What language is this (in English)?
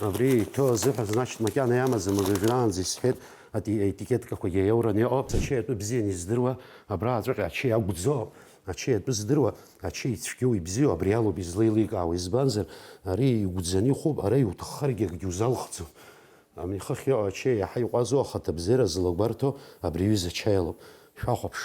Abkhazian